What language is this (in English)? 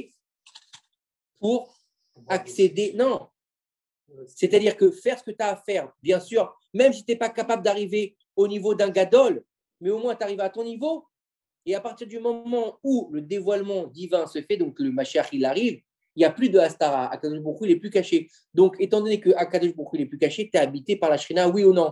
French